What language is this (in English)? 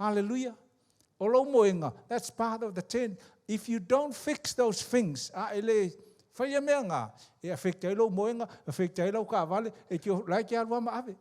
Samoan